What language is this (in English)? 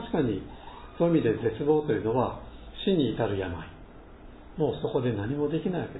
Japanese